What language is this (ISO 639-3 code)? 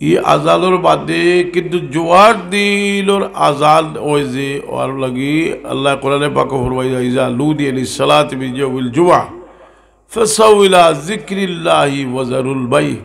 syl